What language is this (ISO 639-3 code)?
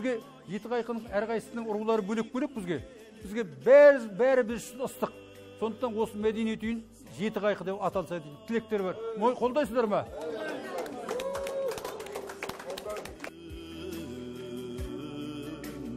kaz